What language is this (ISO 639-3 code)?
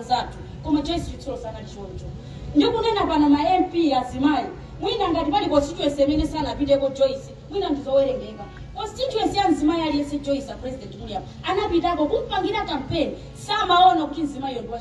nya